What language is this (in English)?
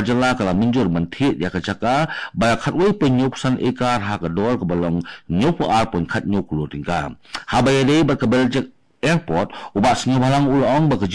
Khasi